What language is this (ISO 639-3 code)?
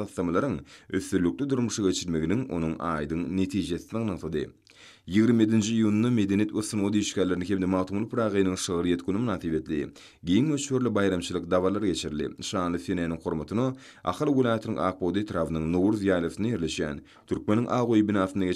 tuk